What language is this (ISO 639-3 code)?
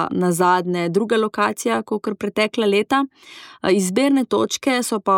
slv